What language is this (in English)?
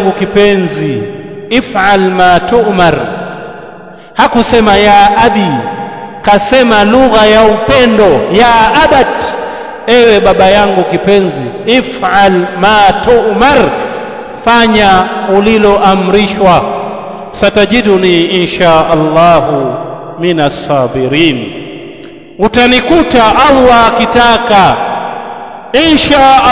Swahili